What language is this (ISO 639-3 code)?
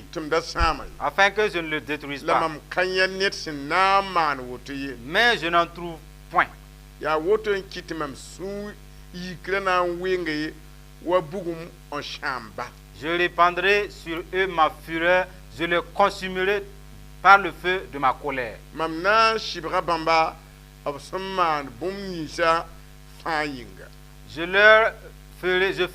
mos